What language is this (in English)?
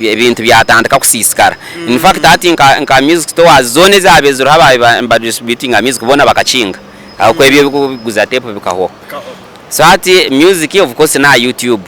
Nyankole